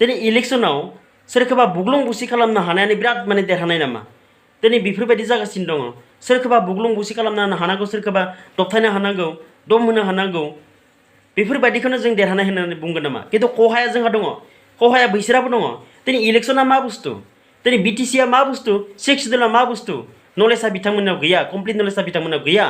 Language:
Bodo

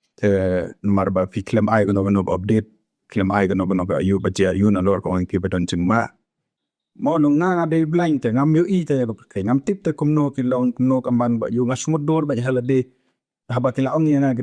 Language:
Khasi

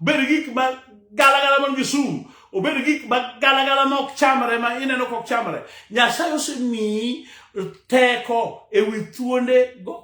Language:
Luo (Kenya and Tanzania)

